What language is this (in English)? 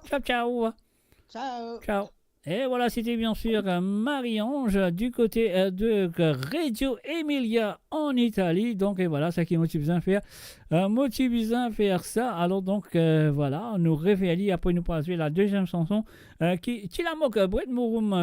Morisyen